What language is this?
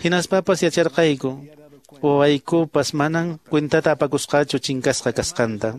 Quechua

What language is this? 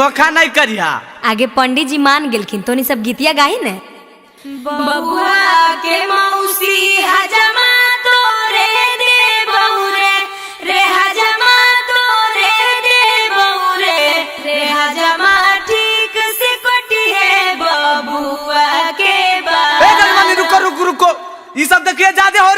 Magahi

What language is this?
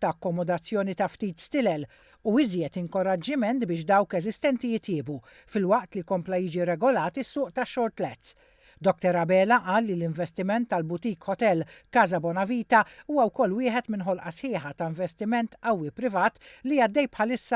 Maltese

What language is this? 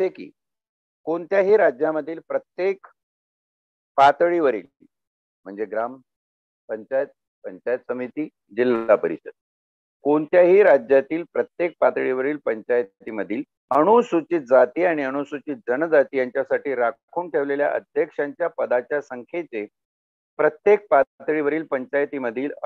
Marathi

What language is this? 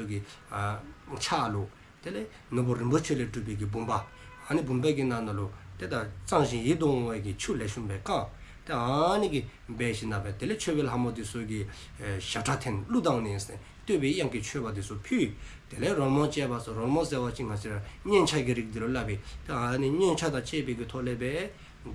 Dzongkha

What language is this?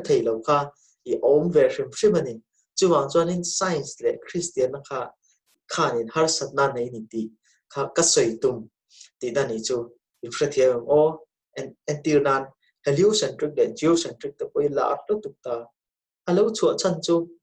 Mizo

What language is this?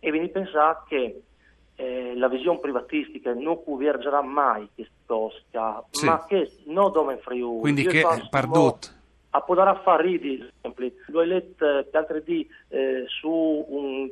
Friulian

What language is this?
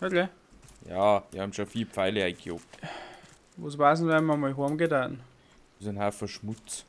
Bavarian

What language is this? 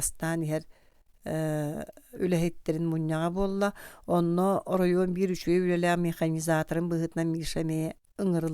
Yakut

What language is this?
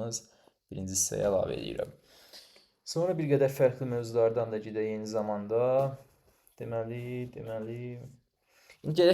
Azerbaijani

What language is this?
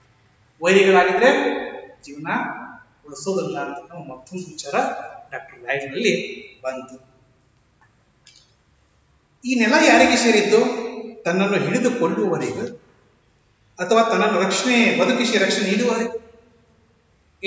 Kannada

